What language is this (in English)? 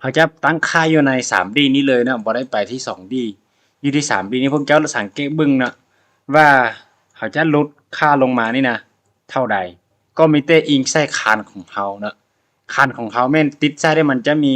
Lao